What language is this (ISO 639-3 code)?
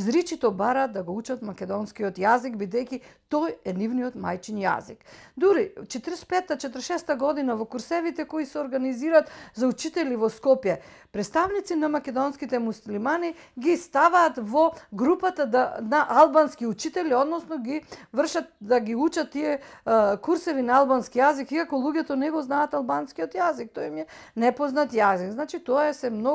mkd